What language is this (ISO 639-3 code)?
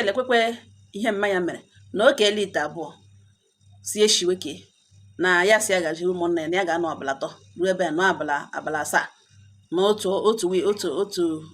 ibo